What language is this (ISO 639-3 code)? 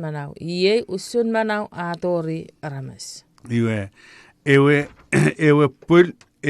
chk